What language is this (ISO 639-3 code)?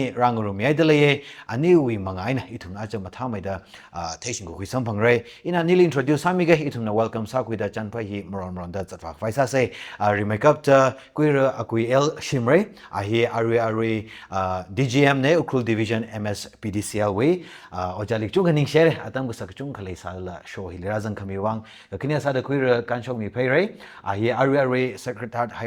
nmf